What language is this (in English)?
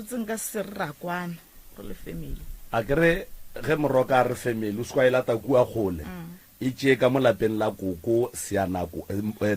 Northern Sotho